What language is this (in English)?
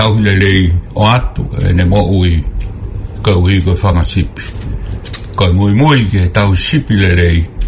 Tongan